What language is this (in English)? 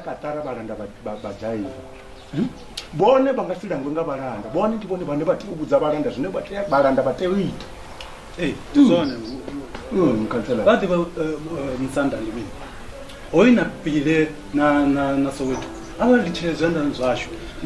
Venda